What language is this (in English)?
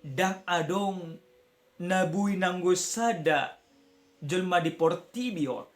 Batak Toba